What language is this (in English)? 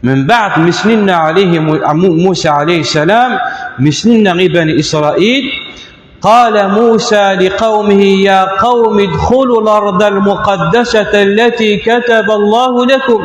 Kabyle